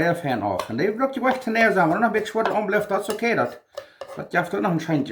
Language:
Plautdietsch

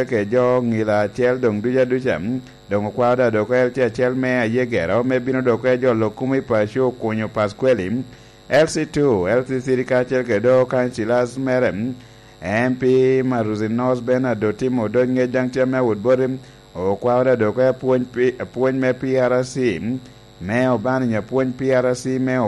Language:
Lango (Uganda)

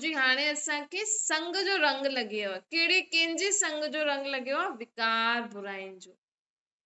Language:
Sindhi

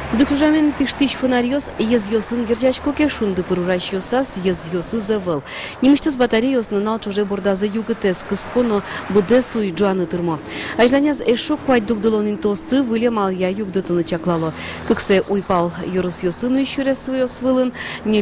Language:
Udmurt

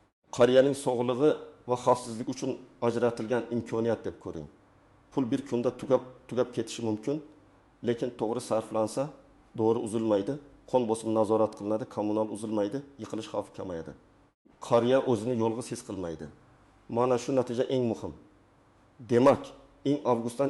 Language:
Uzbek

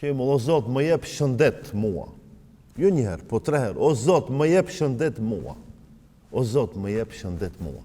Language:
Albanian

